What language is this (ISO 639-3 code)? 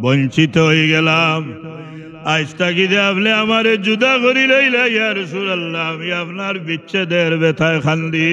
syl